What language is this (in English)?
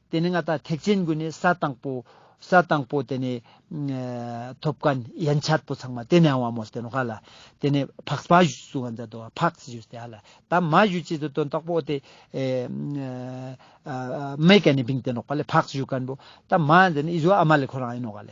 Ladakhi